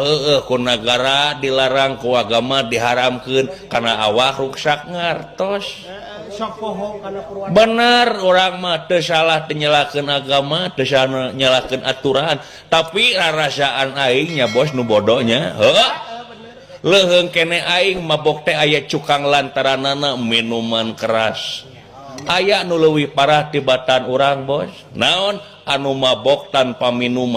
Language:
Sundanese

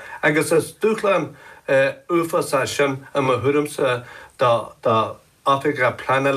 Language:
Irish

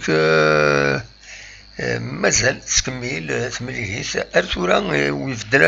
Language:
Kabyle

